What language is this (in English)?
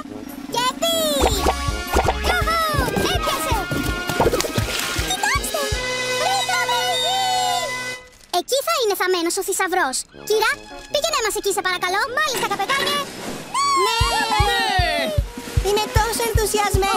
Greek